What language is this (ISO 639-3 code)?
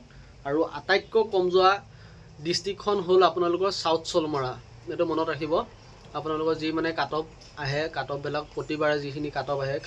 asm